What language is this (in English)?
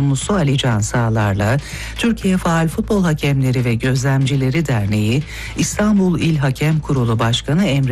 Turkish